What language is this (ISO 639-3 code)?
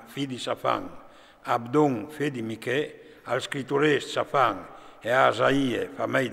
fur